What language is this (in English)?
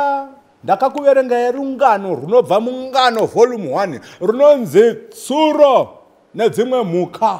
Shona